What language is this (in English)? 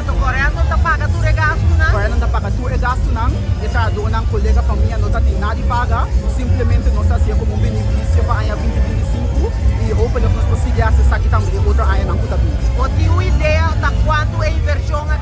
Papiamento